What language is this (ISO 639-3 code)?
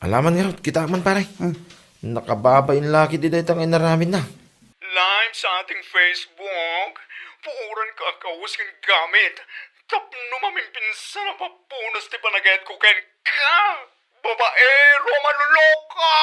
ilo